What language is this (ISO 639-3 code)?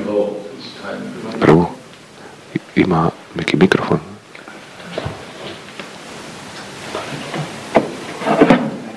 hrv